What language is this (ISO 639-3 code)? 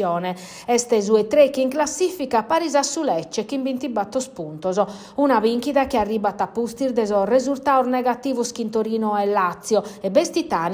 srd